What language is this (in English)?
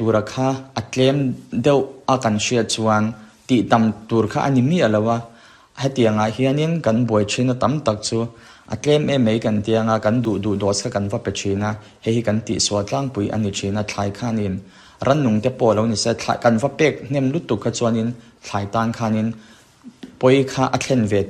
Mizo